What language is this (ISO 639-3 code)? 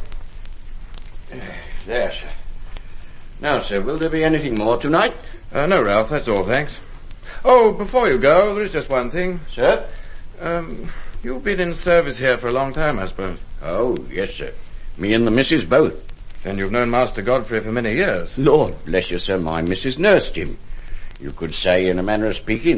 eng